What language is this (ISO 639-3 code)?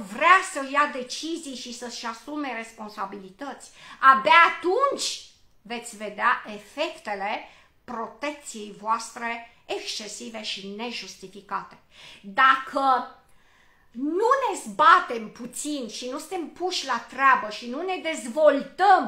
ron